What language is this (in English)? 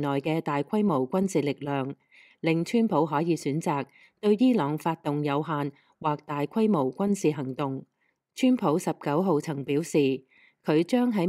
Cantonese